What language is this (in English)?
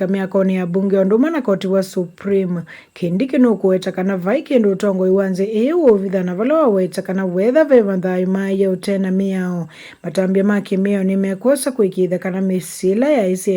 Kamba